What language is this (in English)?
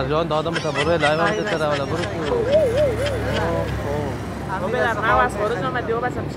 Persian